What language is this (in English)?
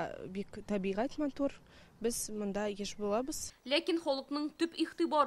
Tatar